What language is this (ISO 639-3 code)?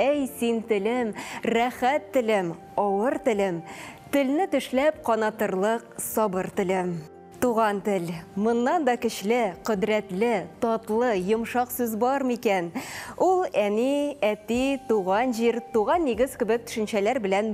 tat